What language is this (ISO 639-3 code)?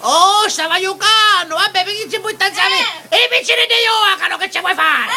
scn